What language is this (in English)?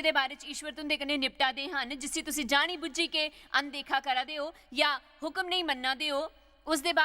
Dogri